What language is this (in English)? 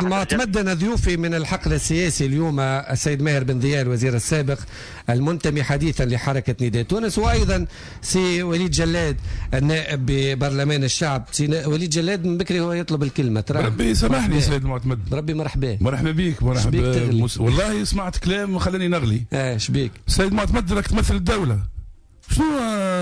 Tunisian Arabic